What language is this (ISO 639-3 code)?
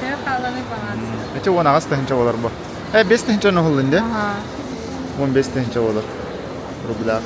sah